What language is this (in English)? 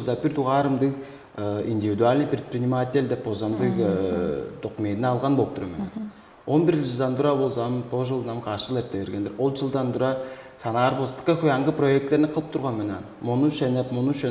Tuvinian